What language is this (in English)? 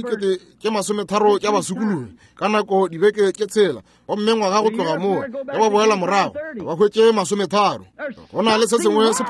Northern Sotho